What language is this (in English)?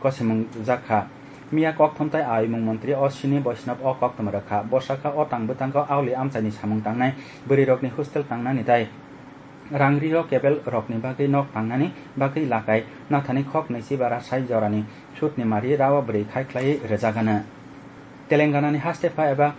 Kok Borok